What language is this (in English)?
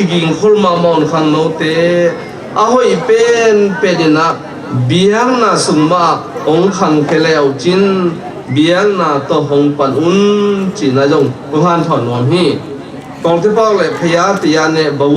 Tedim Chin